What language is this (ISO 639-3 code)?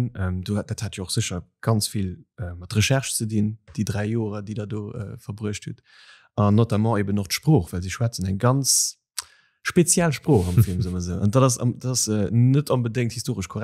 ltz